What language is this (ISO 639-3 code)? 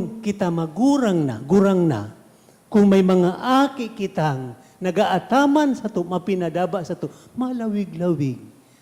bik